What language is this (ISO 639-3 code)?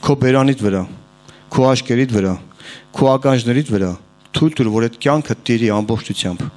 hye